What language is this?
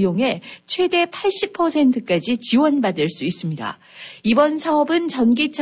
Korean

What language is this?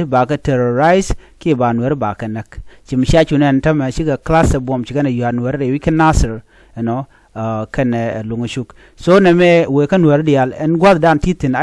Nuer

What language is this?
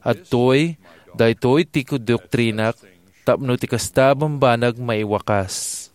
Iloko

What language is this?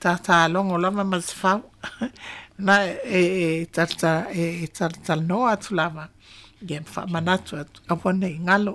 Samoan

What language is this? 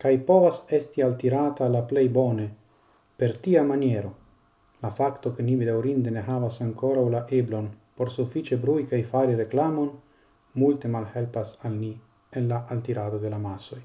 Esperanto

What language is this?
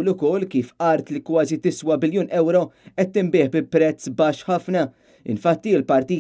Maltese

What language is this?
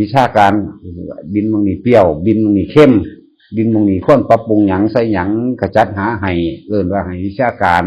Northeastern Thai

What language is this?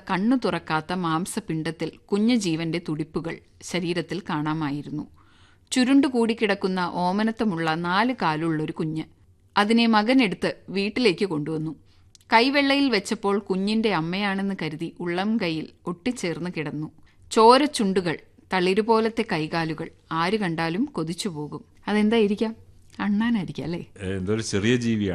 Malayalam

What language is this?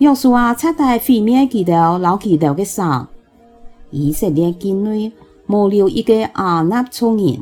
Hakka Chinese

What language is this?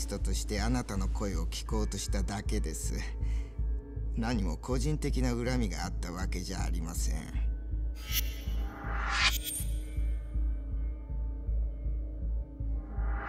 Japanese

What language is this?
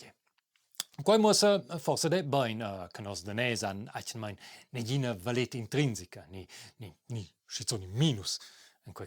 Romansh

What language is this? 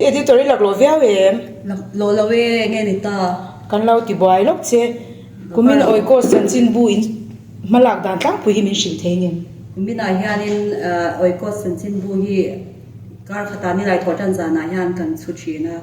Mizo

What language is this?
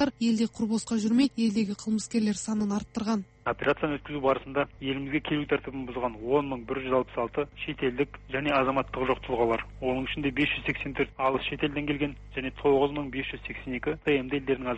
Kazakh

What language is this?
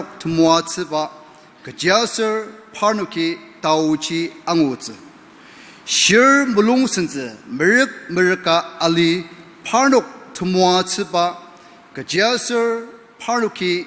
Ao Naga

